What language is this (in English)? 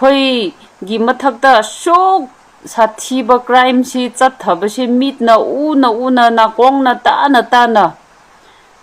Manipuri